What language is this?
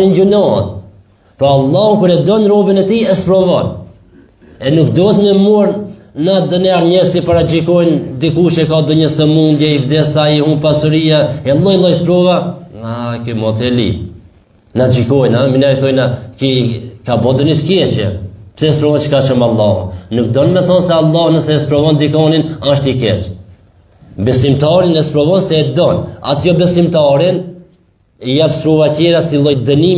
Albanian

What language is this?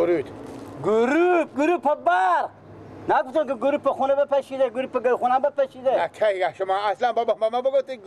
Persian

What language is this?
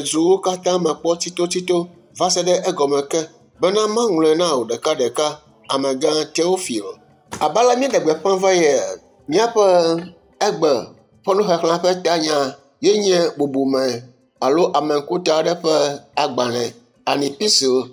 Ewe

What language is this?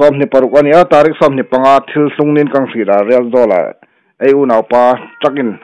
Hmar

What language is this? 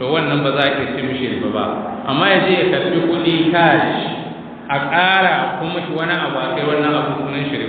Hausa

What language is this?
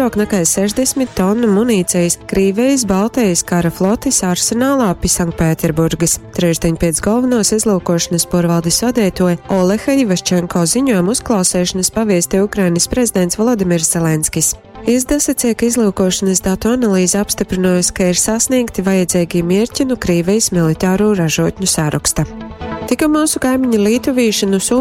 Latgalian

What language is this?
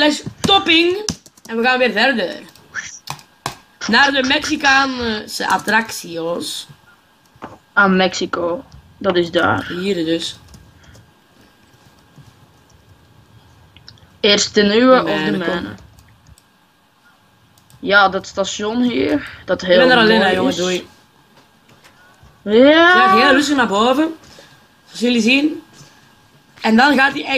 Dutch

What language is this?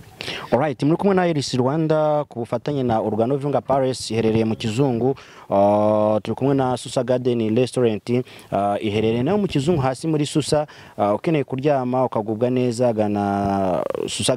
Kinyarwanda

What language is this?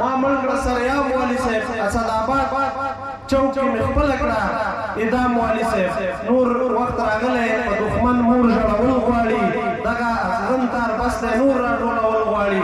Pashto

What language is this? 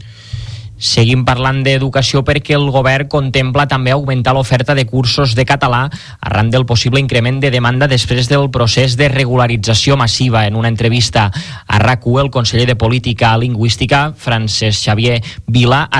Catalan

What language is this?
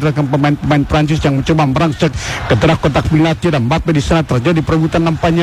Indonesian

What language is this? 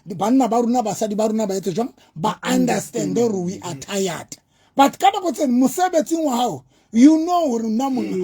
Southern Sotho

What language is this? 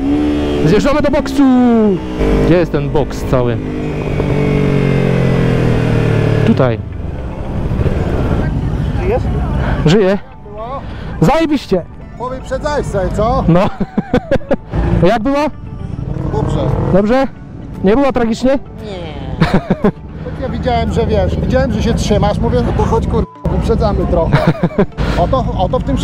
Polish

